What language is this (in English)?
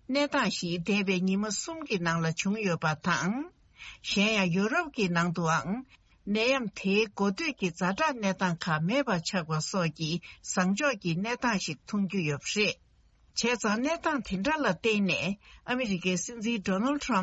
Tibetan